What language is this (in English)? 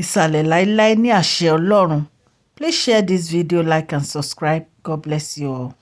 Yoruba